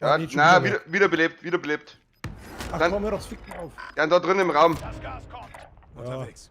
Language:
Bavarian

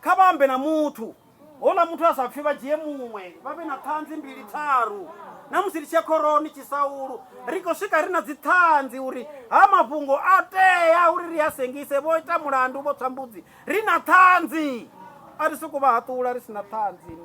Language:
Venda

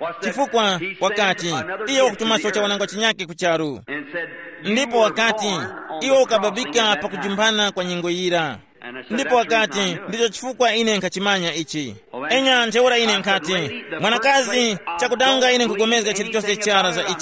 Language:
Tumbuka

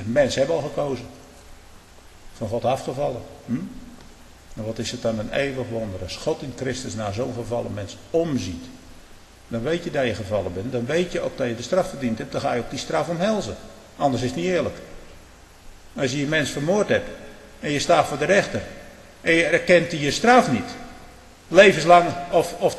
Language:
Dutch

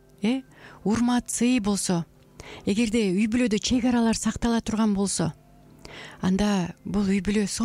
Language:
Kyrgyz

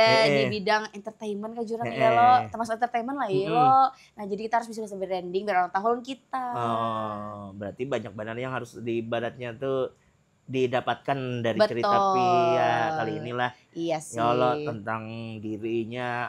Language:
Banjar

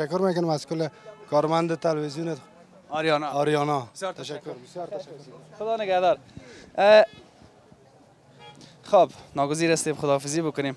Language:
Persian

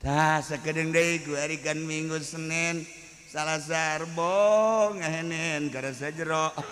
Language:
Sundanese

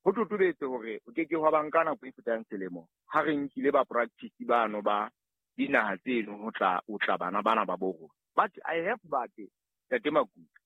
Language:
Southern Sotho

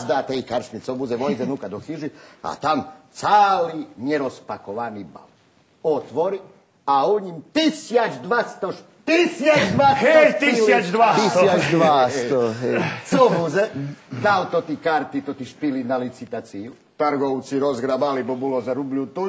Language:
Rusyn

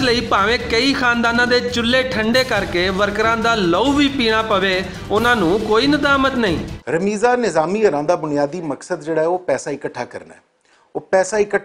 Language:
Western Panjabi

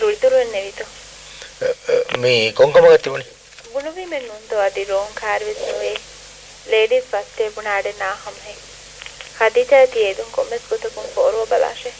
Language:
Divehi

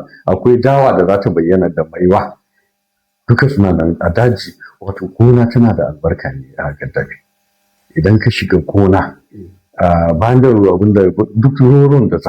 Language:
Hausa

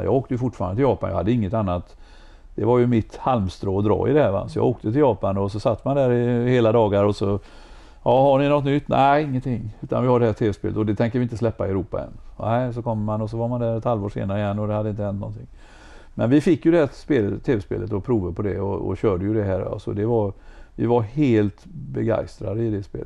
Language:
Swedish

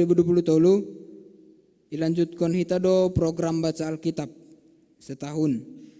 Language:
Batak Simalungun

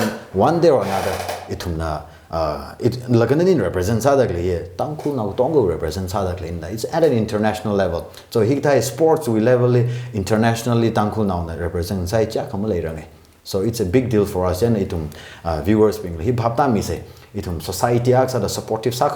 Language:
Tangkhul Naga (India)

